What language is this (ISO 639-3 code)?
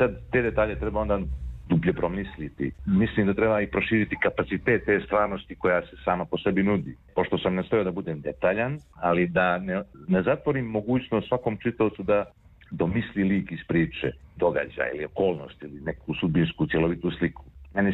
srp